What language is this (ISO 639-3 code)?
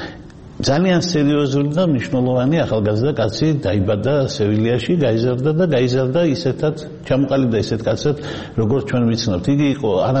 kat